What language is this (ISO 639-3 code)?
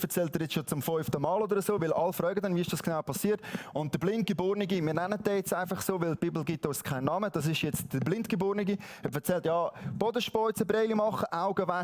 gsw